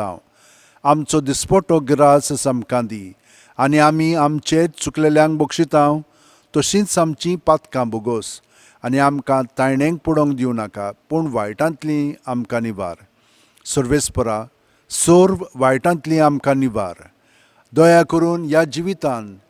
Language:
Konkani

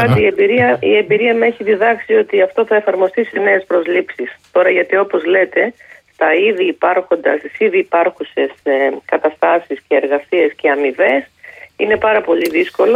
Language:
Greek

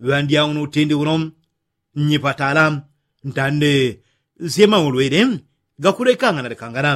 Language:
Yao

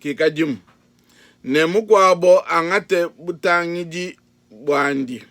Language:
Luba-Lulua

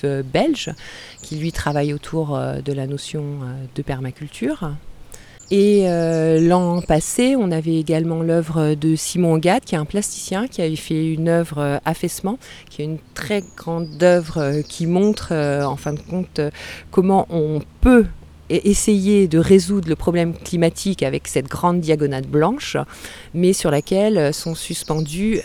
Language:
French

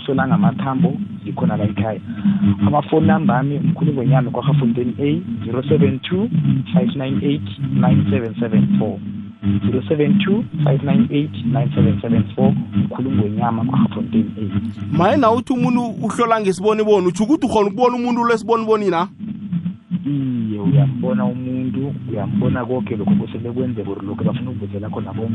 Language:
South Ndebele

